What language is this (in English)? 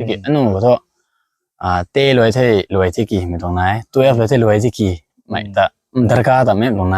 Rongmei Naga